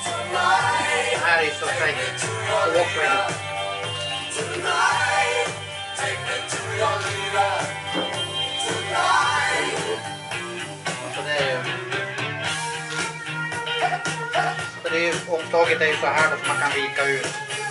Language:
Swedish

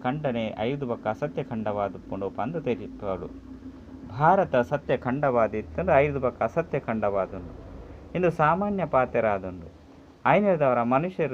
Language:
Tulu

